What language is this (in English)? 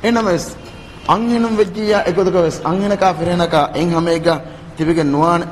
Divehi